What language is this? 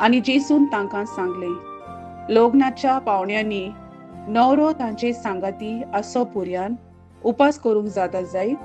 Konkani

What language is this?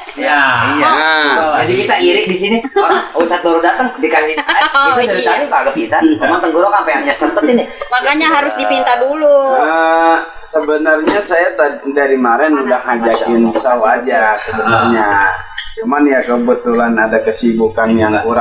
Betawi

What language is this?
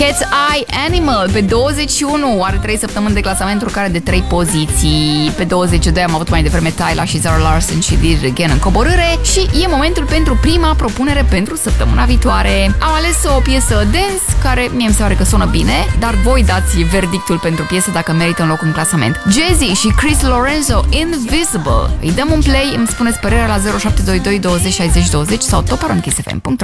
Romanian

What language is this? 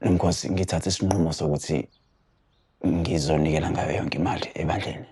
Zulu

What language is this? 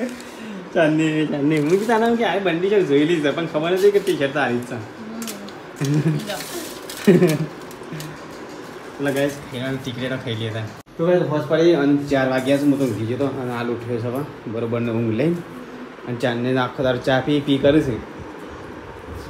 Gujarati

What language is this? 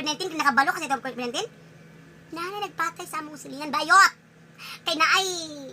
Cebuano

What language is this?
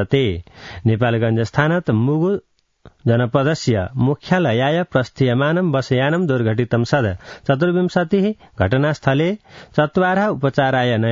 Sanskrit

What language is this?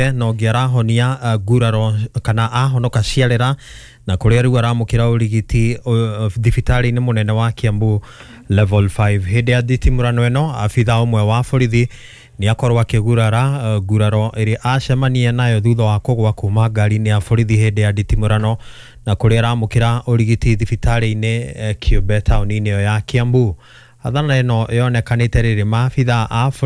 Kikuyu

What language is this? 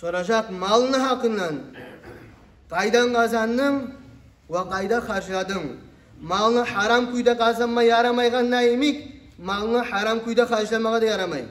Kumyk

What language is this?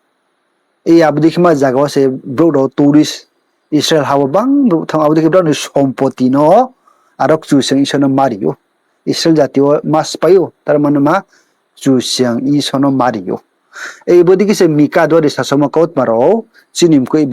Riang (India)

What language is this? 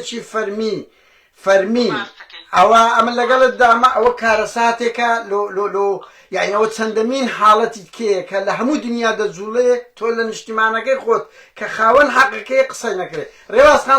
Central Kurdish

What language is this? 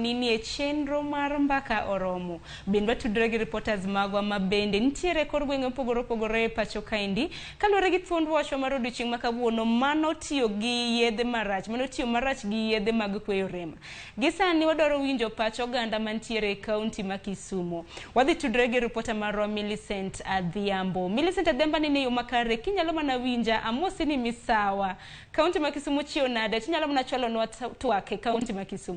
Luo (Kenya and Tanzania)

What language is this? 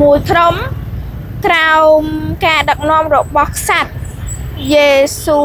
Khmer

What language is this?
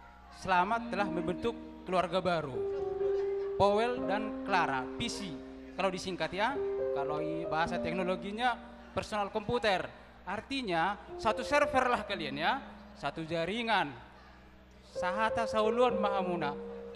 Batak Toba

